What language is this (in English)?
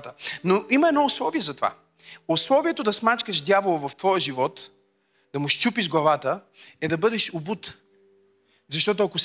Bulgarian